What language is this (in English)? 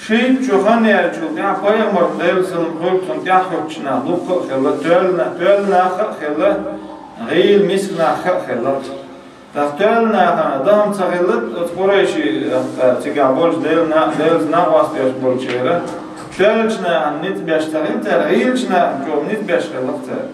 Chechen